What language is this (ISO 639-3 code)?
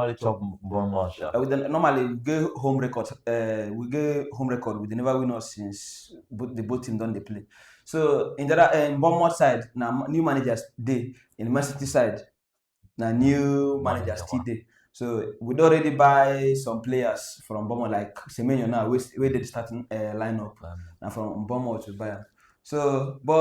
pcm